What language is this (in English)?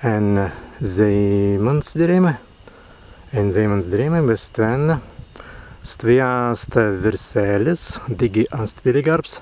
Prussian